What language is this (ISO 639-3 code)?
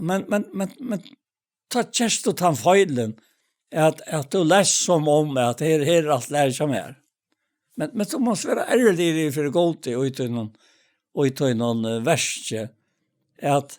fao